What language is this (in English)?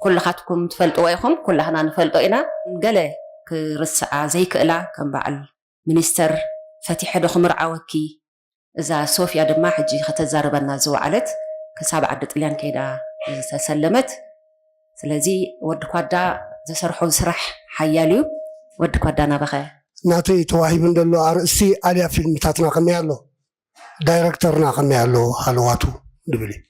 Tigrinya